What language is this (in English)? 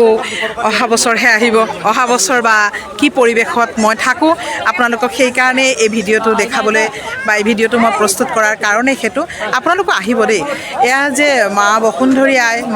Assamese